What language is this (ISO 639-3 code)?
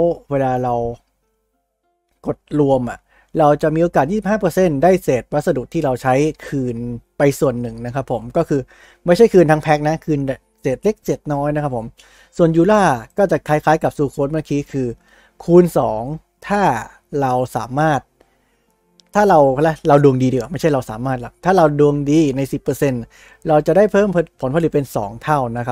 tha